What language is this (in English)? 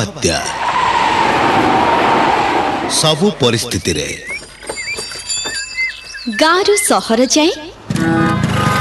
Odia